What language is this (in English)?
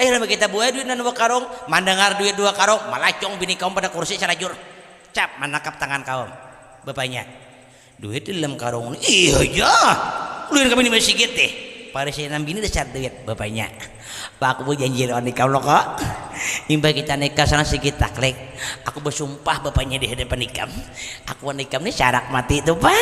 Banjar